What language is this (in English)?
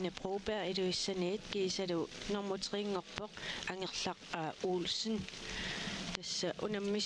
Kalaallisut